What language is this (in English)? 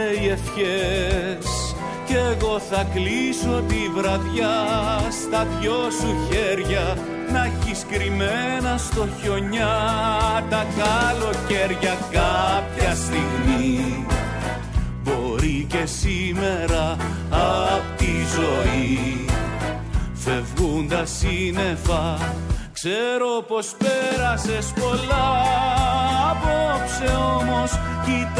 Greek